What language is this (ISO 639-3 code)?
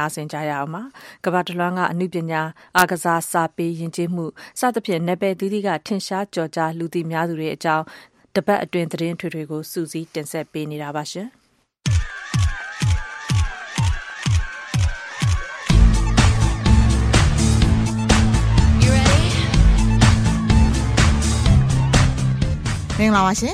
mya